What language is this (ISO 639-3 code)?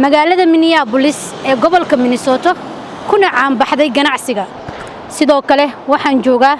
som